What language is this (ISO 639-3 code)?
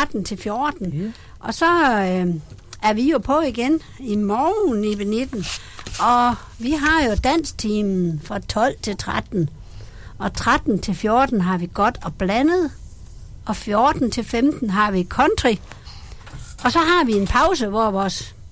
dan